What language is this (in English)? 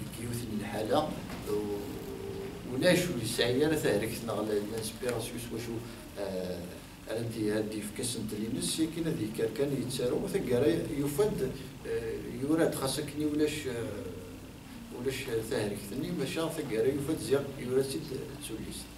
Kabyle